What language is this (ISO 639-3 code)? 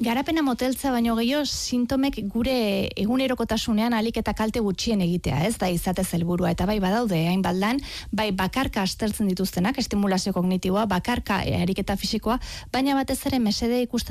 eus